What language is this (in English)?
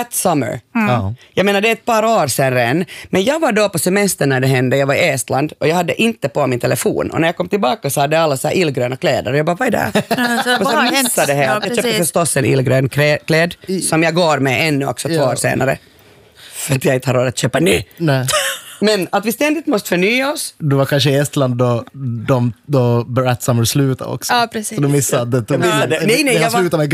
Swedish